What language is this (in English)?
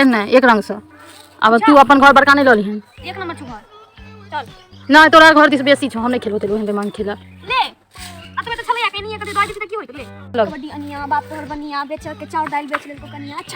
Maithili